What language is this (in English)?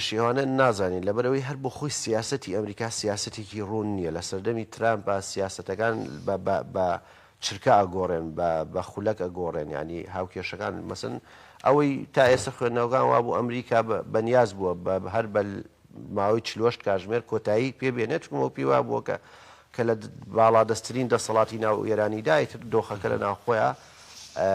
Central Kurdish